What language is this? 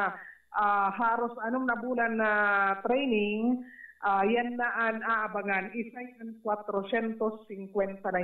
Bikol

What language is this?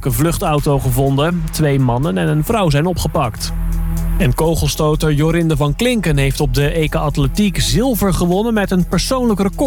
Dutch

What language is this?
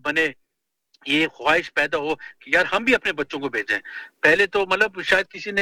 Urdu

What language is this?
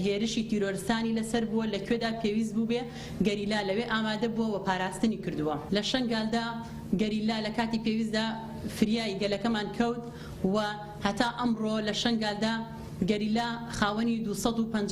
Central Kurdish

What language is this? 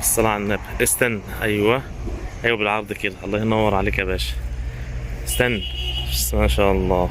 Egyptian Arabic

